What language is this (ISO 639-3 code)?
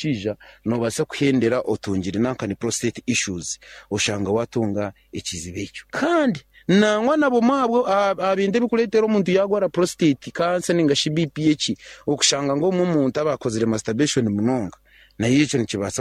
nyn